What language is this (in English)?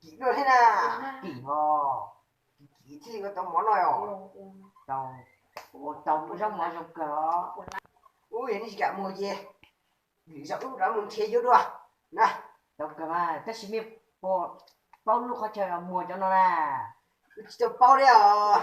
Hmong